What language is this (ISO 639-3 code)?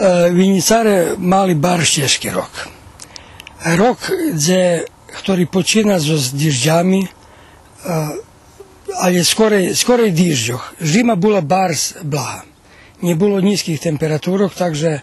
rue